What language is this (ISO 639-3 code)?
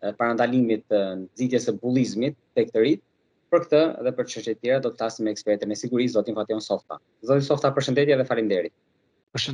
sqi